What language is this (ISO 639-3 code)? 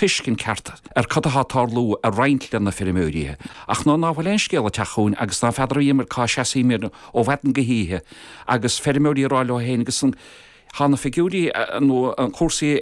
gle